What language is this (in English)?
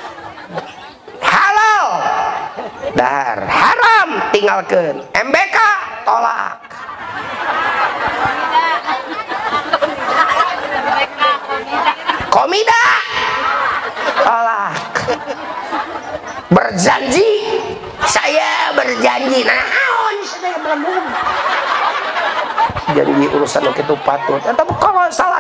Sundanese